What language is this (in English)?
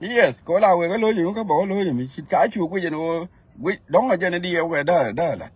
Nuer